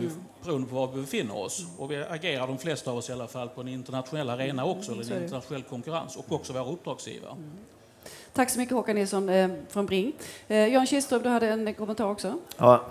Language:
Swedish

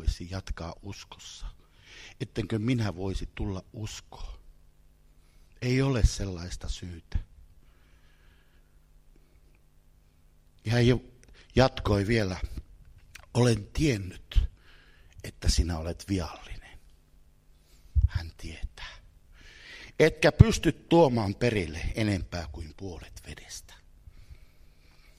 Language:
Finnish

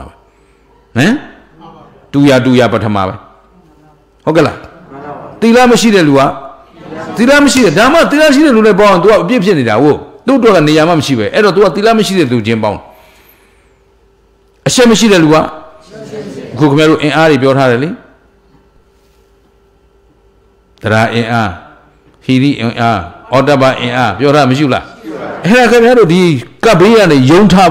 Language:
Burmese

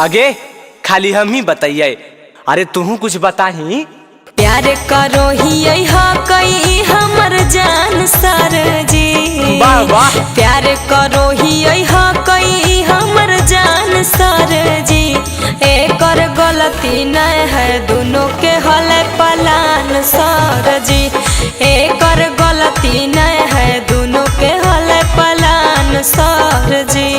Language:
Magahi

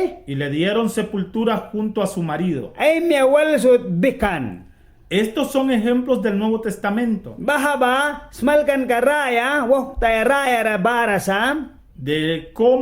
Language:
Mískito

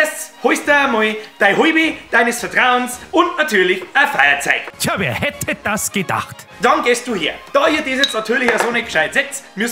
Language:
Bavarian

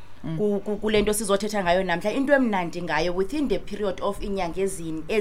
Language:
Xhosa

